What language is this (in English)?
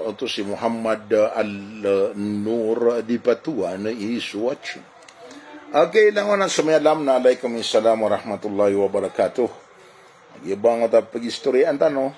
Maranao